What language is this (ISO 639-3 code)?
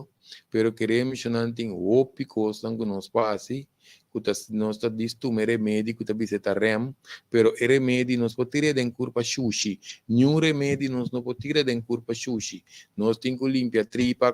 pap